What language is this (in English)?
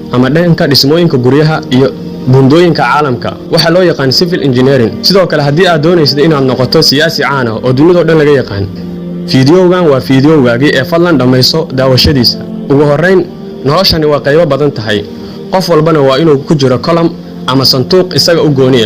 Somali